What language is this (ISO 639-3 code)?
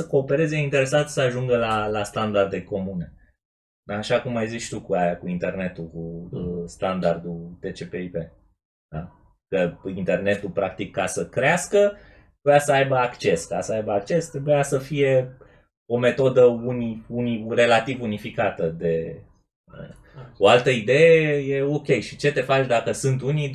ron